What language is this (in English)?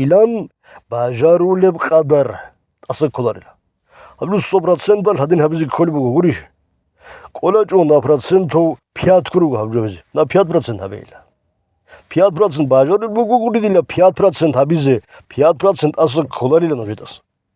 Avaric